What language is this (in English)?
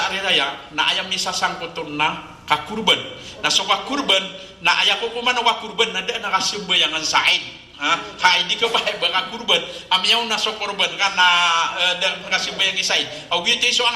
Maranao